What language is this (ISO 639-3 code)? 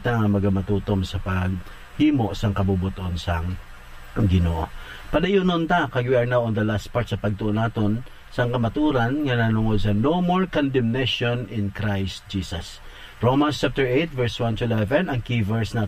hil